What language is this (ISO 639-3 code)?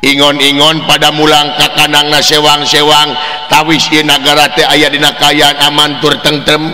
sun